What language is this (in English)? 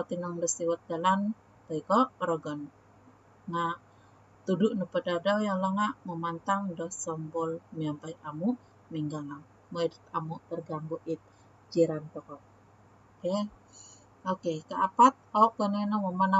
Central Dusun